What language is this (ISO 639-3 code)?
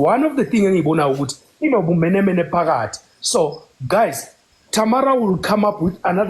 zul